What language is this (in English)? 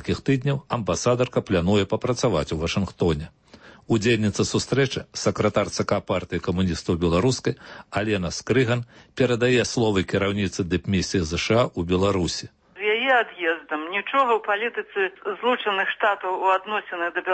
Belarusian